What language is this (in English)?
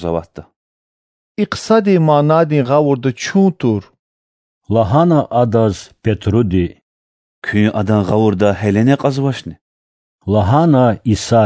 Lezghian